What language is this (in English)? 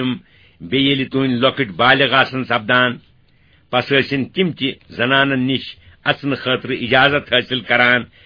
Kashmiri